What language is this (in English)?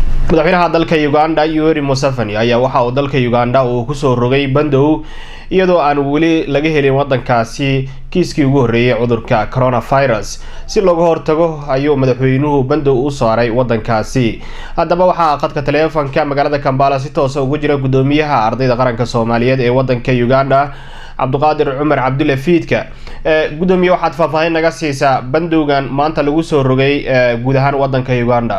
Somali